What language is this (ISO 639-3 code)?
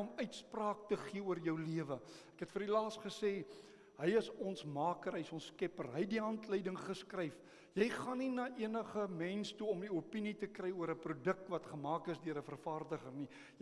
afr